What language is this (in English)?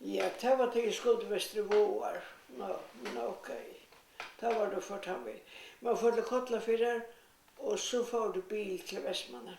Faroese